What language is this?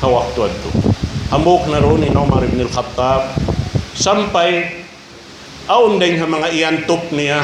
Tausug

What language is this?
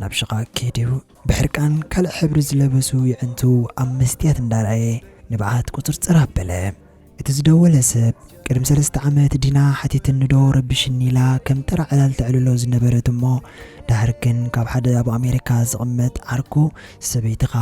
Tigrinya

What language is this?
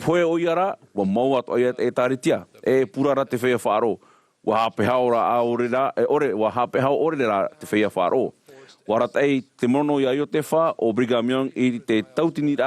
Tahitian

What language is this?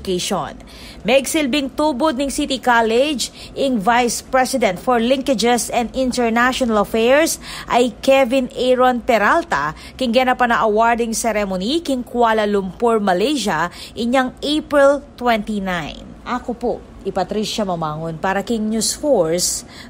Pampanga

